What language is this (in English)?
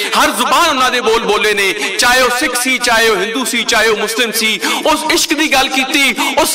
Western Panjabi